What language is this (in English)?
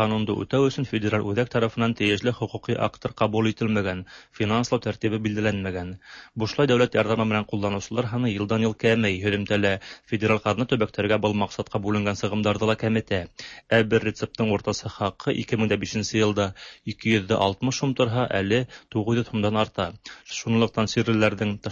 Tatar